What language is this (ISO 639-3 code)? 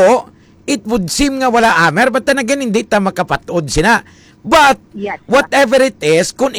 hil